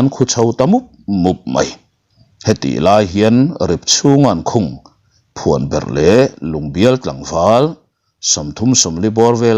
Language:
Mizo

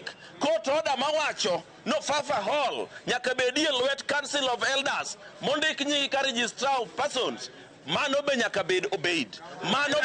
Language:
Luo (Kenya and Tanzania)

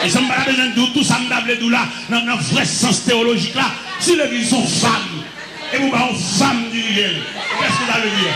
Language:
Haitian Creole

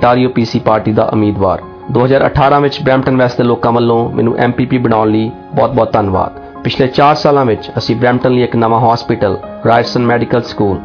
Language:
Punjabi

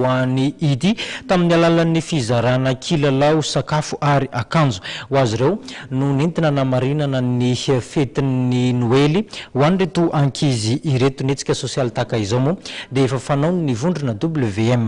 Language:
Malagasy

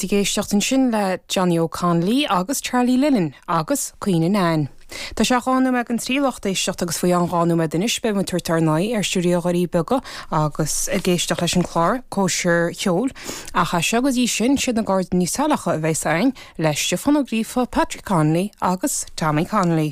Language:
Irish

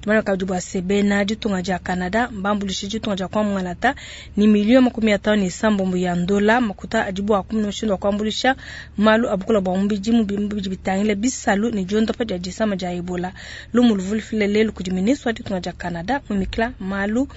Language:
Luba-Lulua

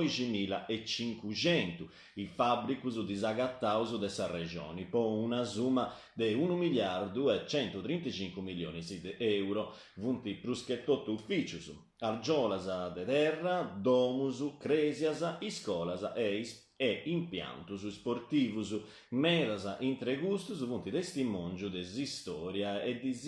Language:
Sardinian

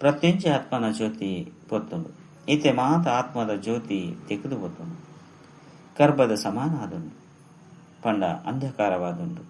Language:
Tulu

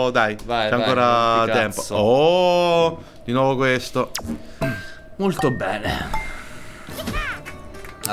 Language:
Italian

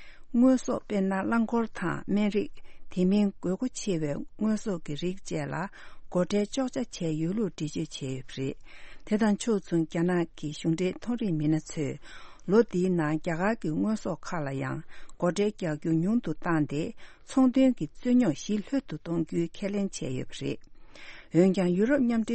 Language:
Tibetan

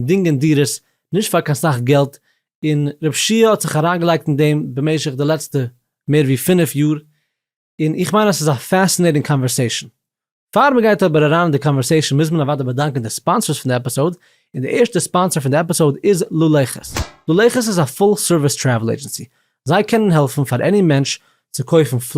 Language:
Yiddish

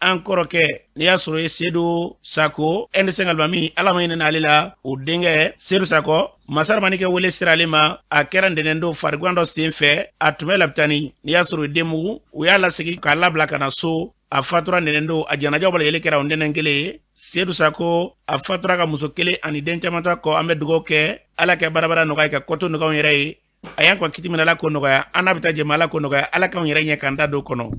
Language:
Bambara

